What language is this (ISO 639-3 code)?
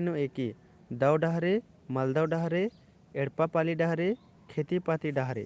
kru